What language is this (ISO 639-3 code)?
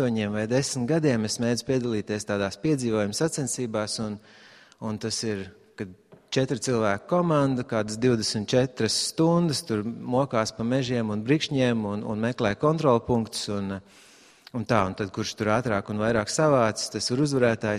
lav